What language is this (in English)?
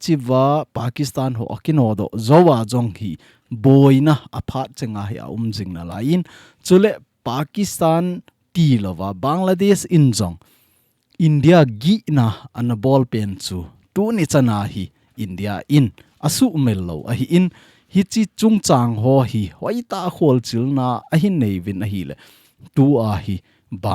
Thado Chin